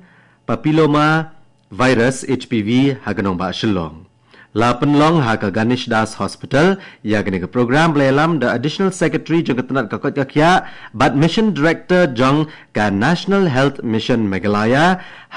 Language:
Khasi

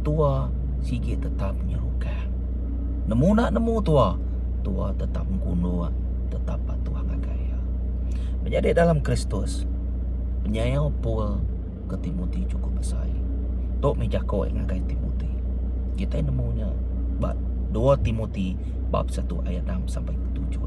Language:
Iban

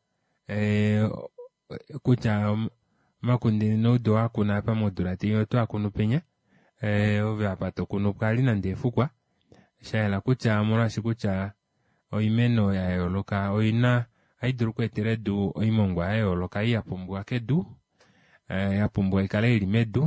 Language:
Kuanyama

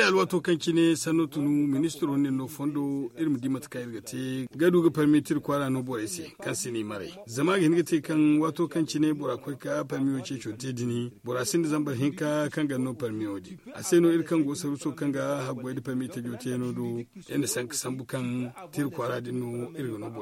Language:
Zarma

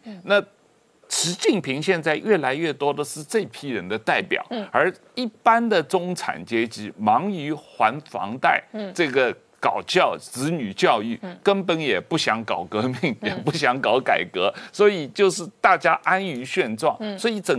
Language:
Chinese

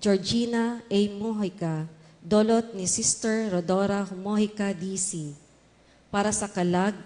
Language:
Bikol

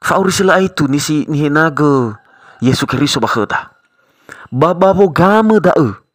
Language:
Nias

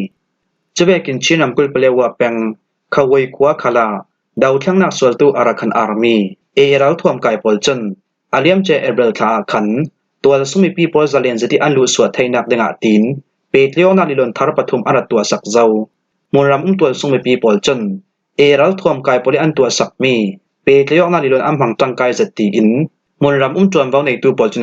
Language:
Falam Chin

